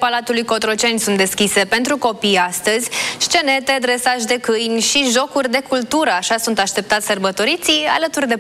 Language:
Romanian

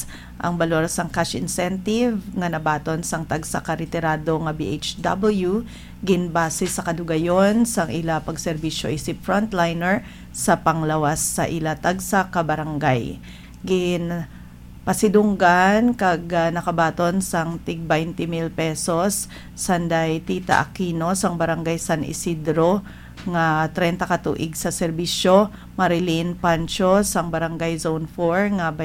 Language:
Hiligaynon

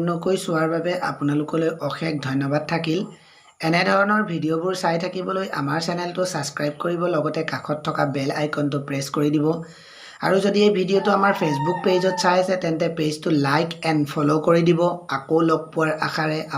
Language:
Assamese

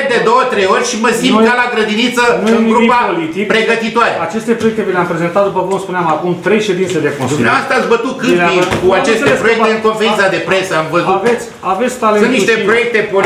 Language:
Romanian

